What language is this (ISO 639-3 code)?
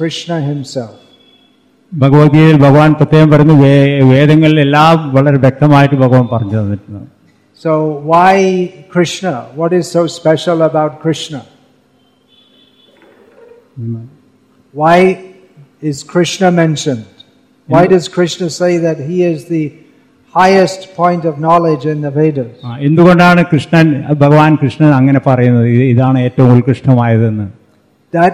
mal